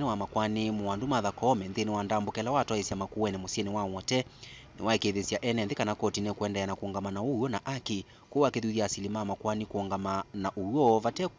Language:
Kamba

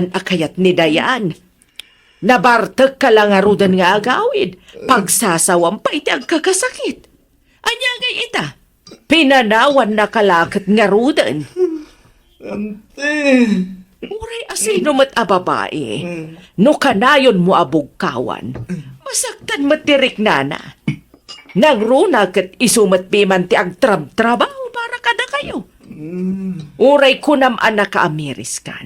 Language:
Iloko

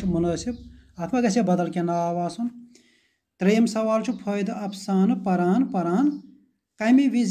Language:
Kashmiri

